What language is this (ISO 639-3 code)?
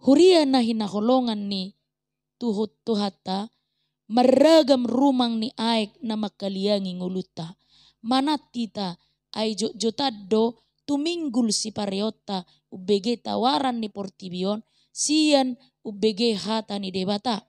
bbc